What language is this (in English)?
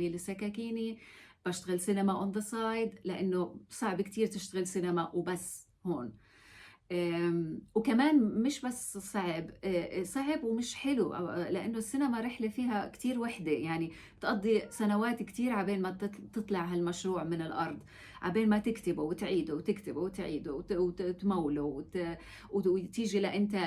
North Levantine Arabic